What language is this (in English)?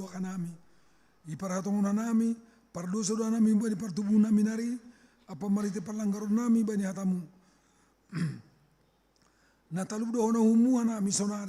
Batak Simalungun